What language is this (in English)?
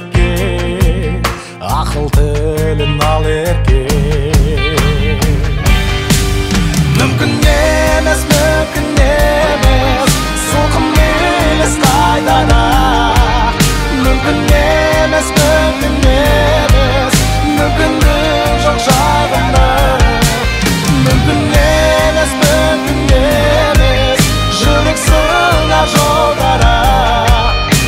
Kazakh